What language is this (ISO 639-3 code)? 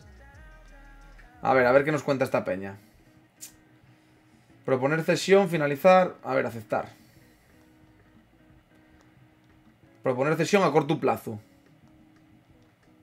spa